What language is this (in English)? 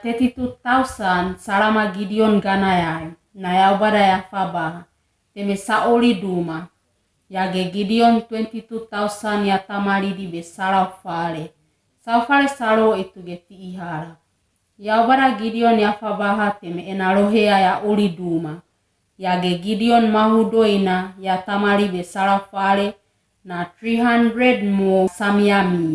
Wagawaga